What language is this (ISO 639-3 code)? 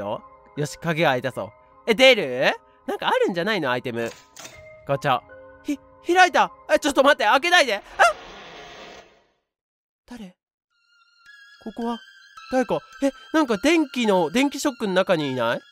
jpn